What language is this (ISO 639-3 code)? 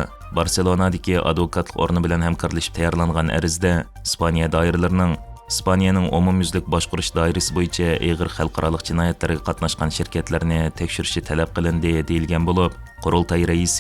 uig